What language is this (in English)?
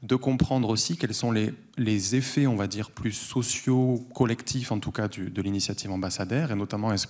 French